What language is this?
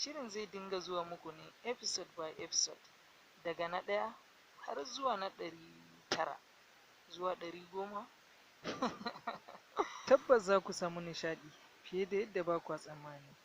Hausa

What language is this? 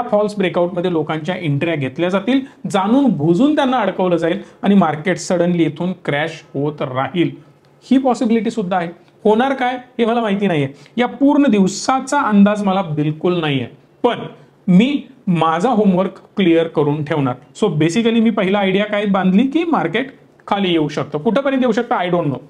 Marathi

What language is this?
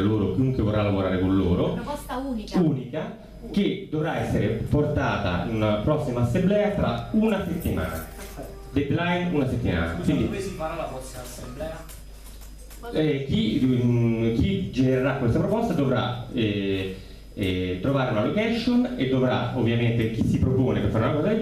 Italian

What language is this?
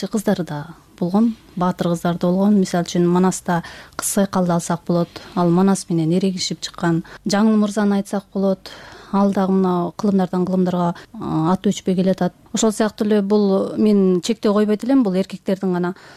Kyrgyz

